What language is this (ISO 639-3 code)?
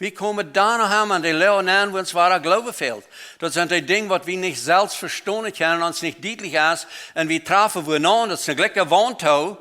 pdt